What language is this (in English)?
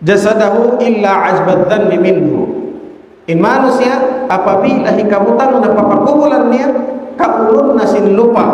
Tausug